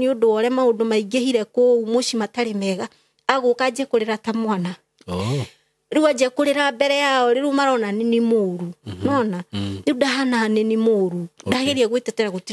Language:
Kikuyu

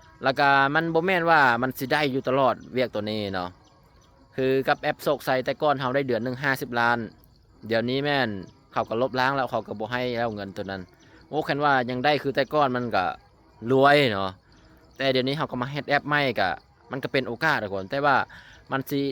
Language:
Lao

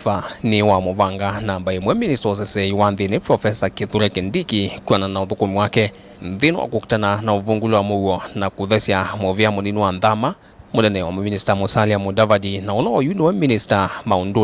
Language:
Kamba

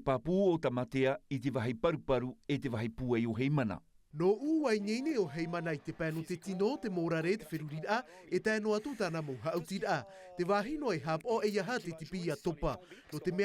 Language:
Tahitian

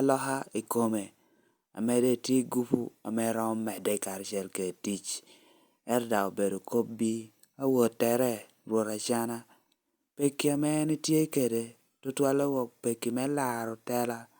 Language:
Lango (Uganda)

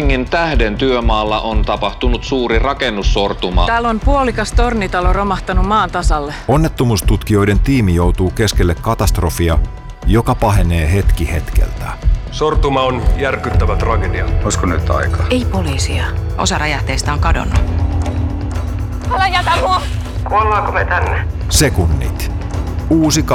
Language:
Finnish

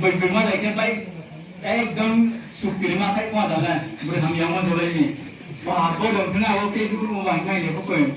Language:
Riang (India)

